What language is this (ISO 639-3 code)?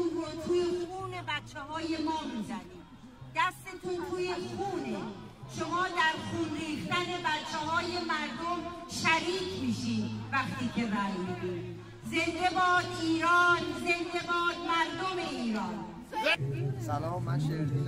fas